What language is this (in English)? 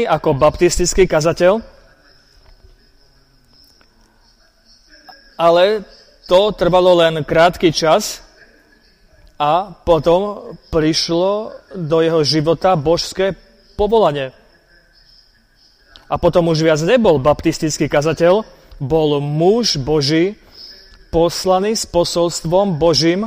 Slovak